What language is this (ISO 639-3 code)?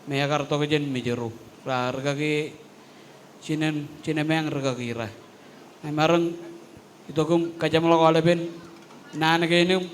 mah